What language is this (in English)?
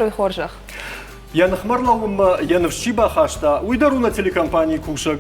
Ossetic